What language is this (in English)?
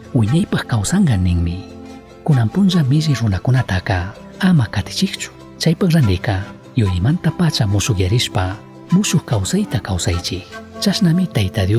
Chimborazo Highland Quichua